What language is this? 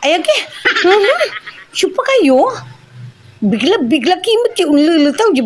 Pangasinan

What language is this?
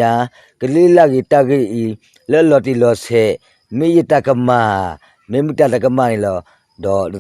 S'gaw Karen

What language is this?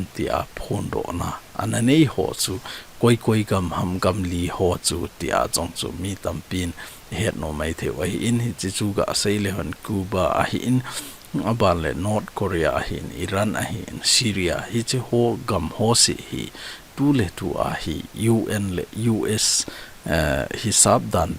Thado Chin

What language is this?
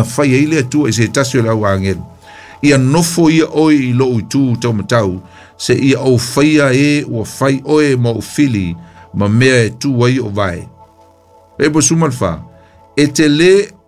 Samoan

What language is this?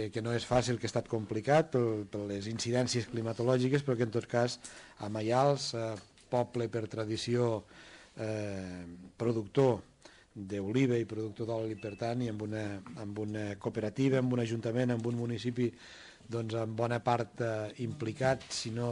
Catalan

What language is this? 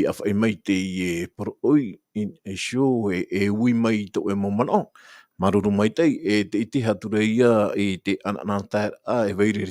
Tahitian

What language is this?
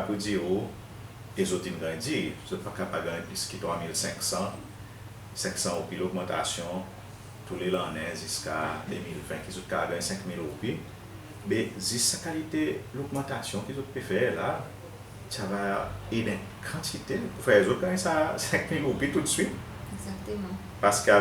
Seselwa Creole French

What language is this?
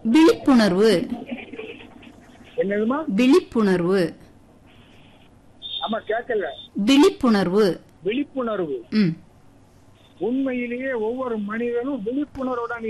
Tamil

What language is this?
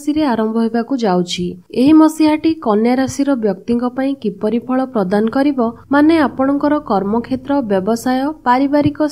Odia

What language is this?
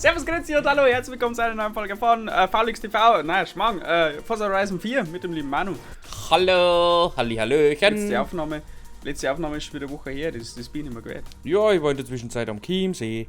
Bavarian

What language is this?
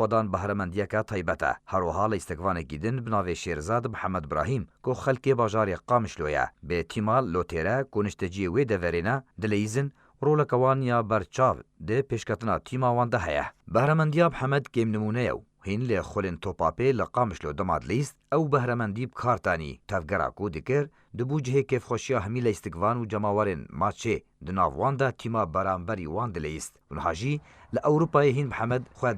Kurdish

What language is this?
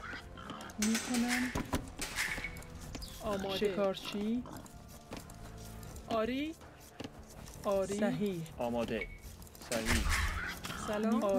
Persian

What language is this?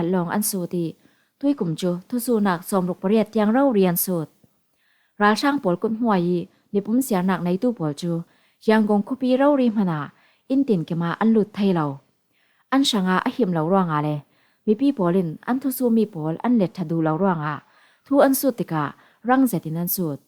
Falam Chin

